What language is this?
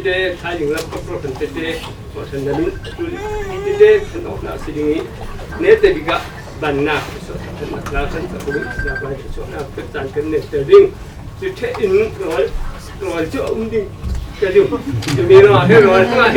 Falam Chin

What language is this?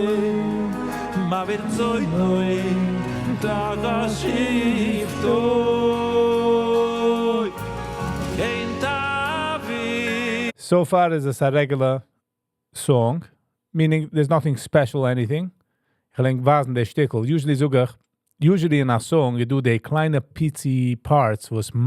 Yiddish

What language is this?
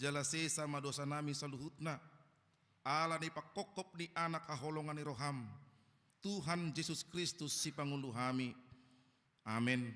Batak Toba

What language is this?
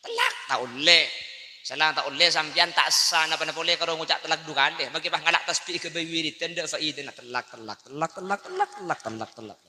Madurese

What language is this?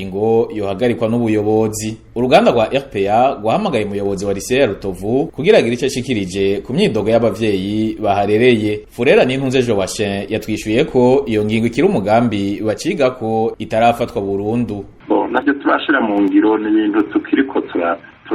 Rundi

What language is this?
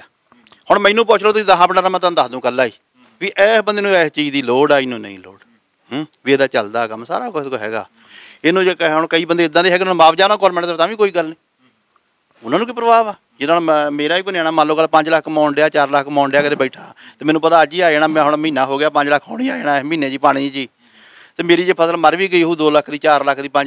Punjabi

